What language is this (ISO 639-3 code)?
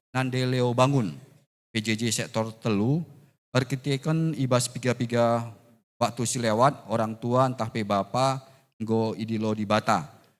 btx